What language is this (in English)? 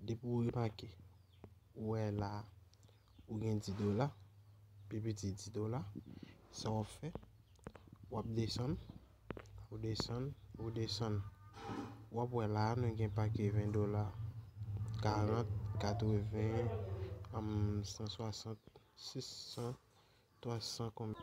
Haitian Creole